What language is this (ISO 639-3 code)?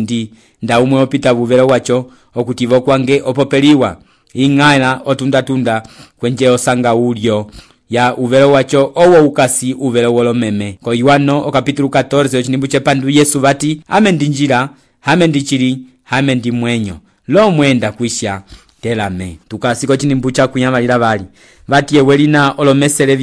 umb